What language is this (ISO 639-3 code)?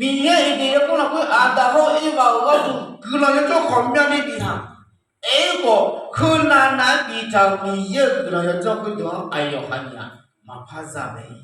ahk